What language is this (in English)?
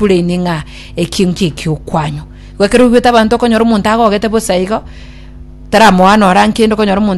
Gusii